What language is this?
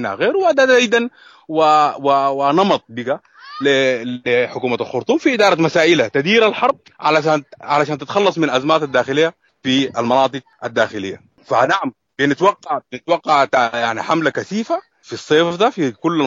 Sudanese Arabic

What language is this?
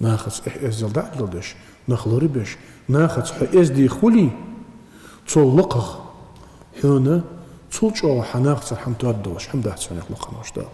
Ingush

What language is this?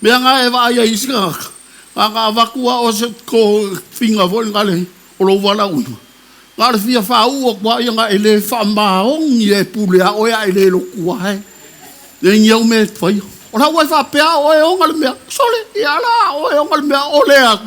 Samoan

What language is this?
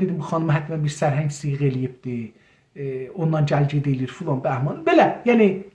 South Azerbaijani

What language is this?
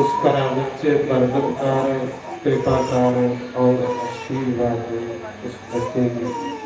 Dogri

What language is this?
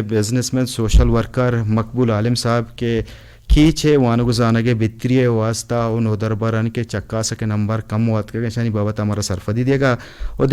Eastern Balochi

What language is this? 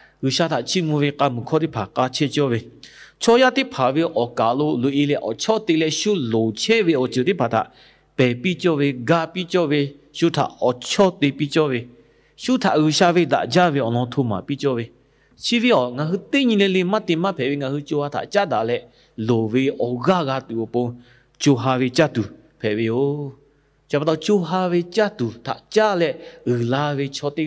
Lahu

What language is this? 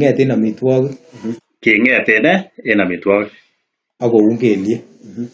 Kalenjin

